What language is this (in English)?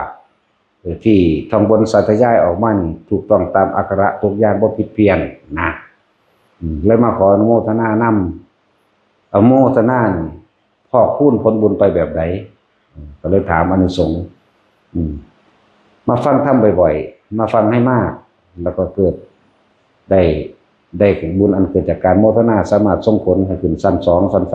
Northeastern Thai